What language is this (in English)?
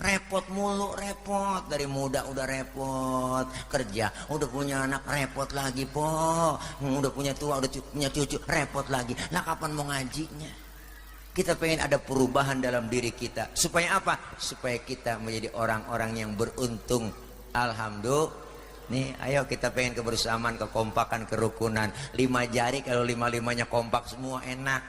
Betawi